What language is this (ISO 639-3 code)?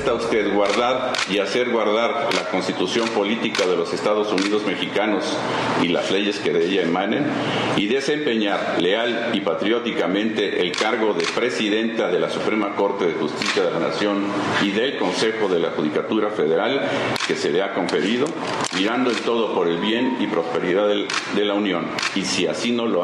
spa